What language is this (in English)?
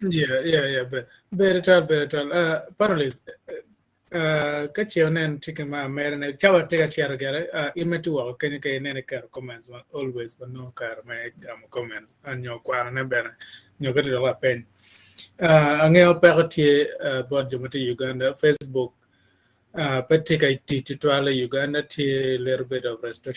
Acoli